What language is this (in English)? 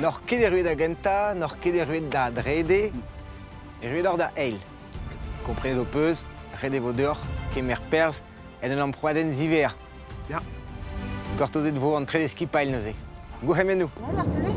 Breton